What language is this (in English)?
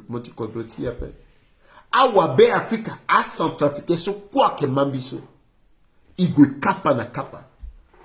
Sango